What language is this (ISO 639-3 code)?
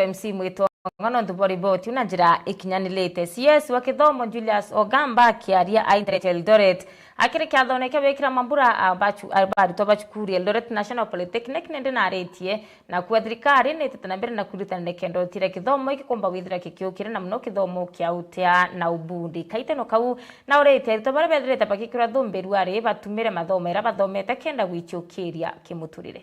mer